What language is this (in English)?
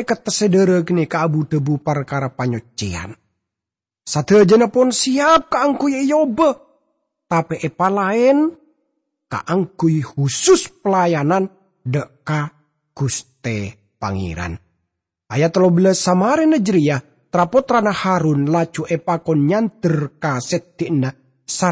Madurese